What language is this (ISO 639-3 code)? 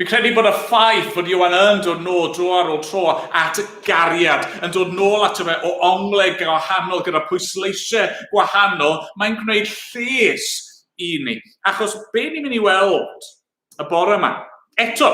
cym